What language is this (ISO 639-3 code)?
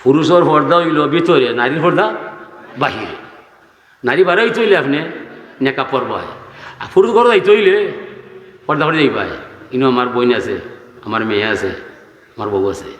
syl